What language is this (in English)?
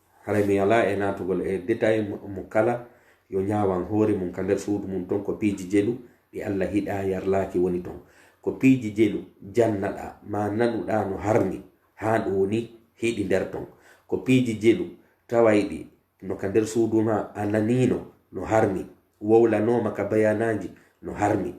Pular